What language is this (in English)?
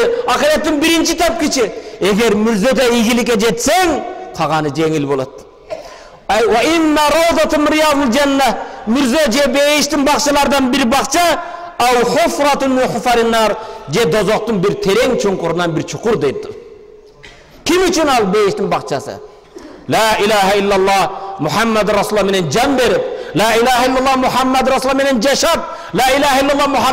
Kyrgyz